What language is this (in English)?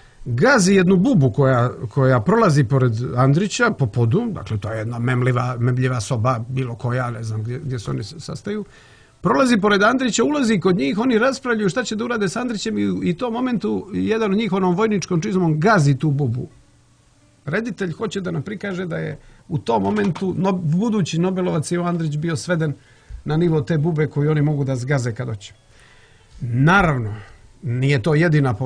Croatian